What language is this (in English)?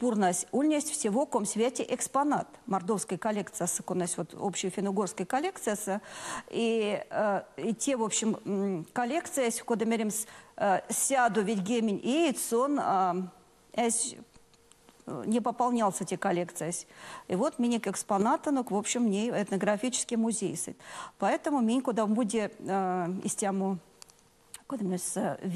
Erzya